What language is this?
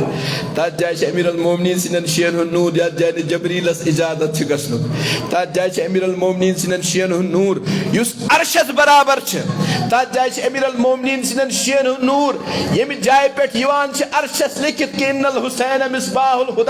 Kashmiri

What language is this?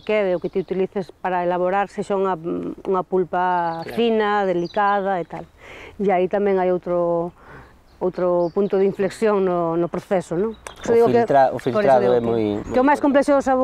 Galician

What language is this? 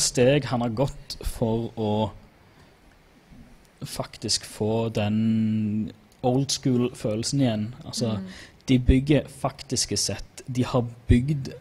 Norwegian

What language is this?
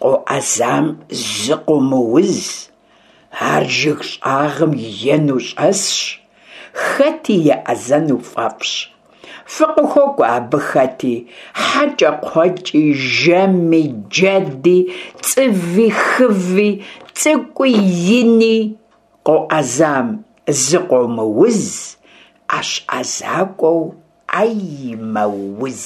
Kabardian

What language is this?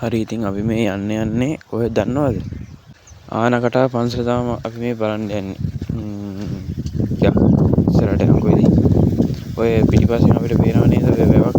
Sinhala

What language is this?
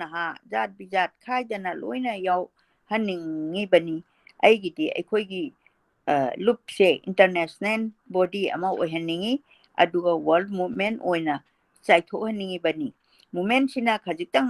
Manipuri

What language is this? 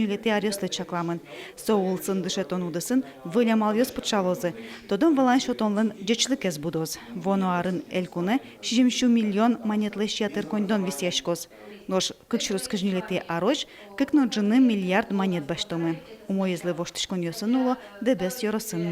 Udmurt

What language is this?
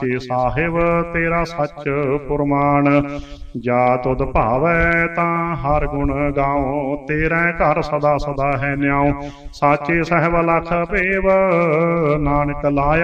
Punjabi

